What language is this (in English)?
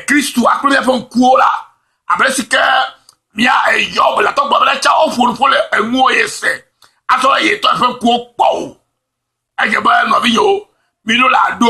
Ewe